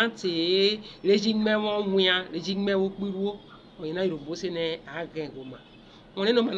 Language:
Urhobo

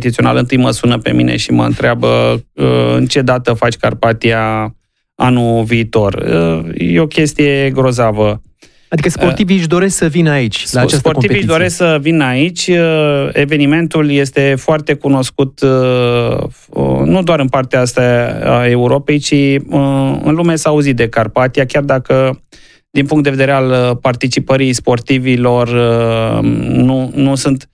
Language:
Romanian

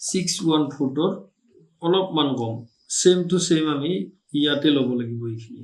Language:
Assamese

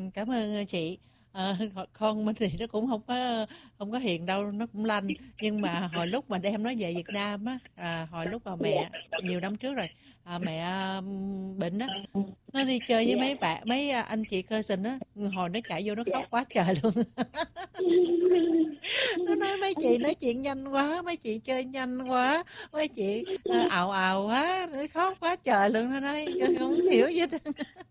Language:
Vietnamese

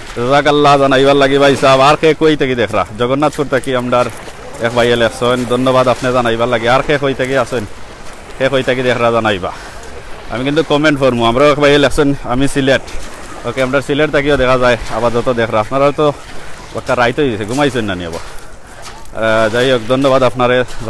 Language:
Sylheti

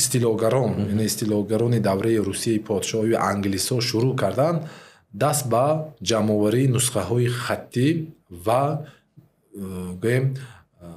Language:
Tajik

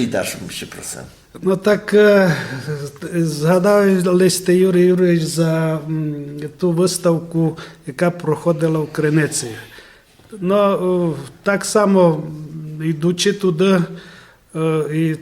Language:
Rusyn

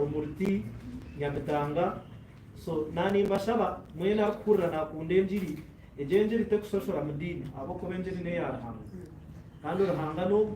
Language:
Nyankole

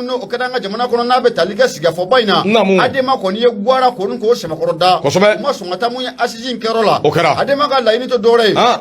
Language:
Bambara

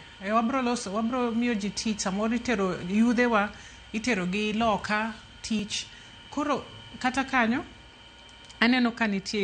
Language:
Luo (Kenya and Tanzania)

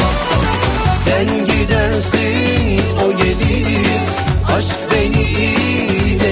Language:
Turkish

